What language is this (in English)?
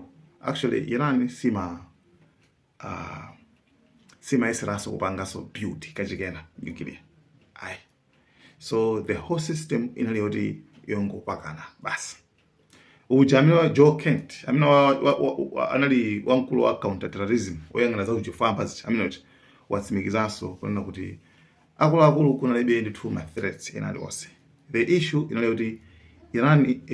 Nyanja